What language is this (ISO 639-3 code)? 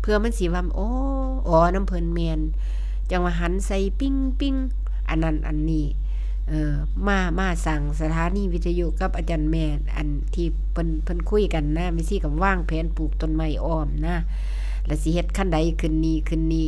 tts